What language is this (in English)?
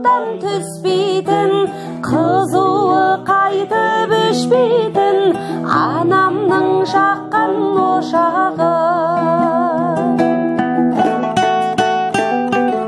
Kazakh